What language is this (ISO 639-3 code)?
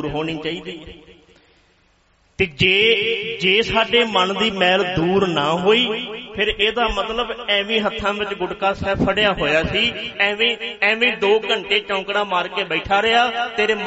pan